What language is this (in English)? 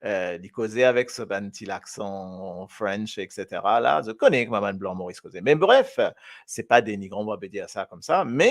Morisyen